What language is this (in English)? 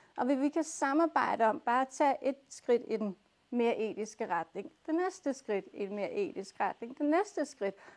Danish